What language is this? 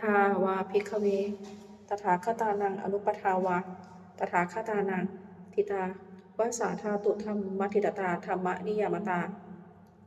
Pali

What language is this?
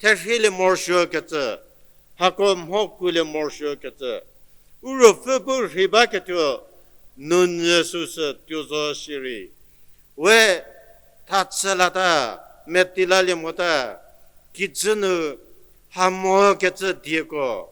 Angami Naga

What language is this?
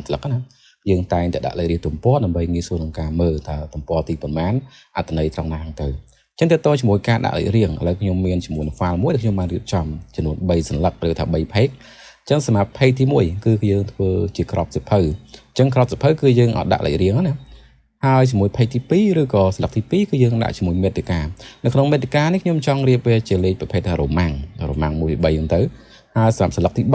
Khmer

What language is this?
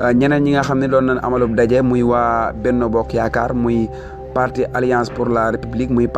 Wolof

